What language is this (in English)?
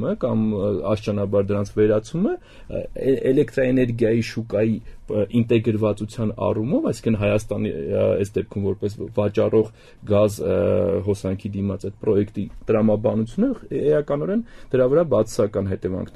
Armenian